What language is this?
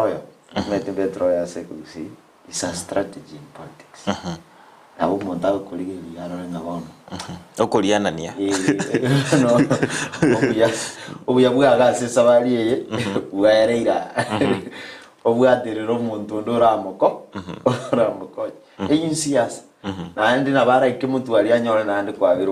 Gusii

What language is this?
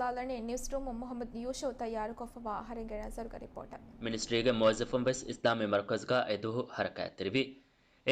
Divehi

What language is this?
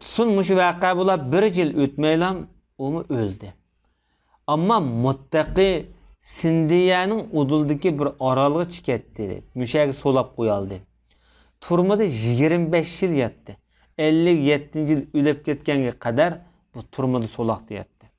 Uyghur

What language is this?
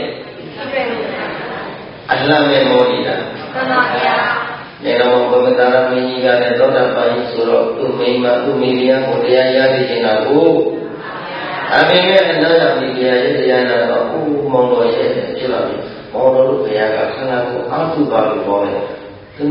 Burmese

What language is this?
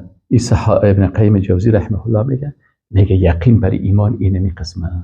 Persian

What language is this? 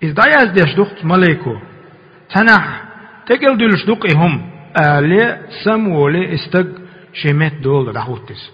Chechen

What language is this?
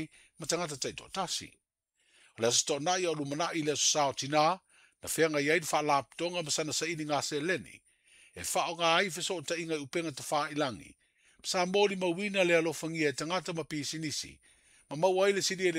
Samoan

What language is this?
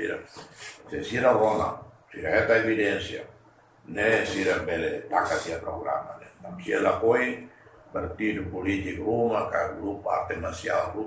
Tetum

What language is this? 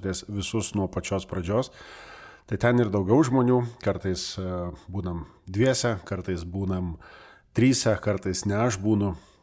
Lithuanian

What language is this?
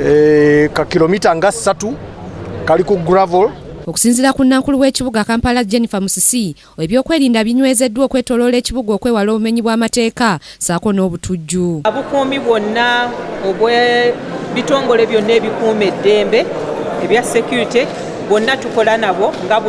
Ganda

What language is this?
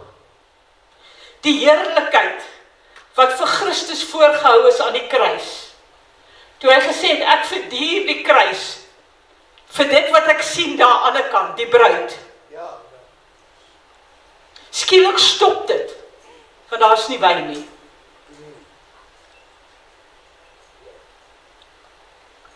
Afrikaans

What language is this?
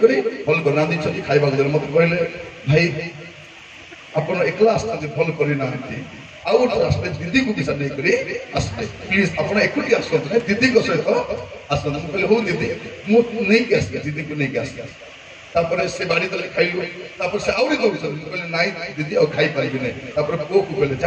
Odia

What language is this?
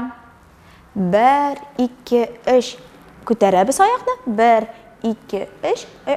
Tatar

